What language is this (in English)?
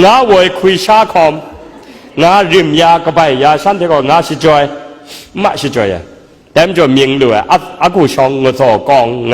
Kachin